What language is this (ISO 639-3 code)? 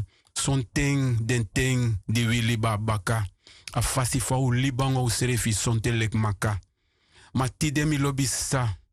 srn